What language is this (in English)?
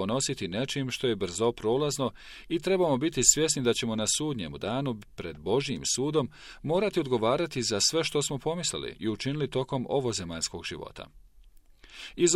Bosnian